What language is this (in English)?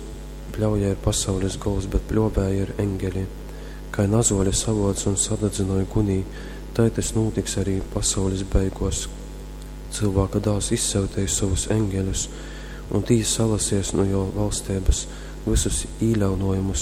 Latgalian